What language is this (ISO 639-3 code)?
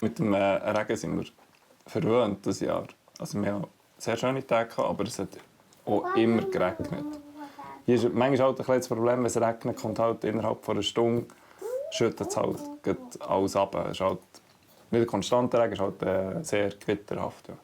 gsw